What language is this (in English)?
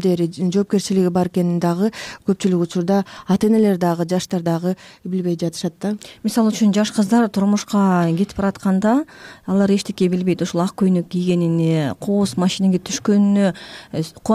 Kyrgyz